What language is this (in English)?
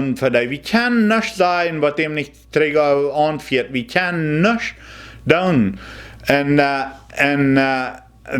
Plautdietsch